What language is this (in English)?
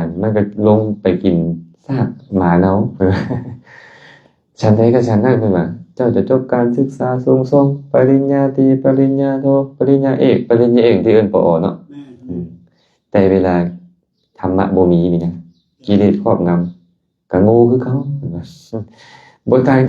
Lao